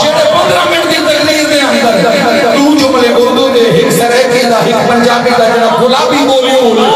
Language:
Saraiki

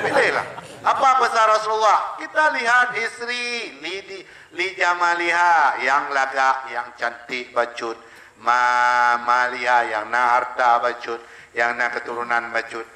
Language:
Achinese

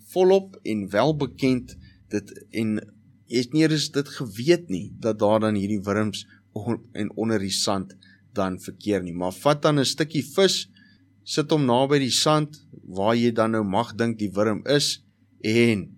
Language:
Afrikaans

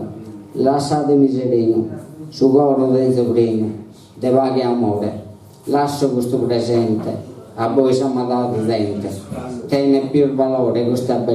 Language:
Sardinian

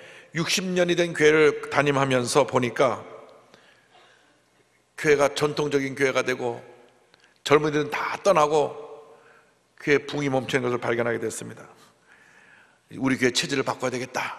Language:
Korean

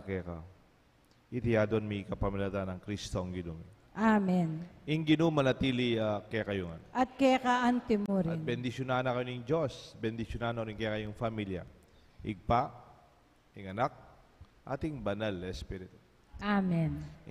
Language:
Pampanga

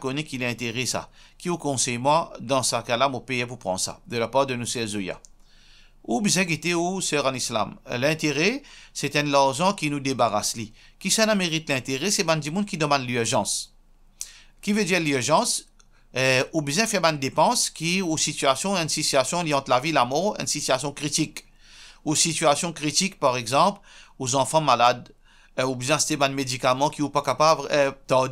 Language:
Morisyen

